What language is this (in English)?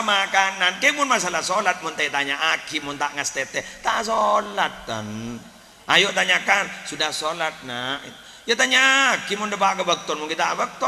Madurese